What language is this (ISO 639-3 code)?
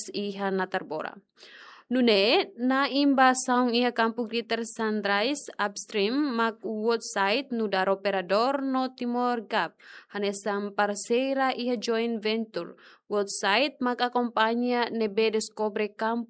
tet